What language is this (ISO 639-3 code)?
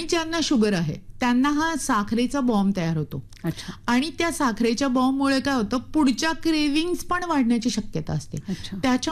mar